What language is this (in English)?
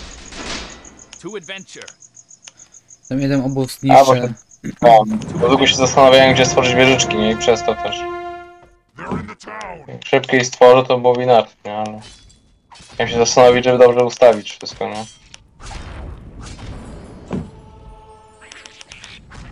Polish